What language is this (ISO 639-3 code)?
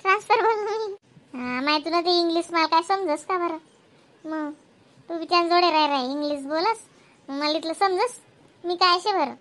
khn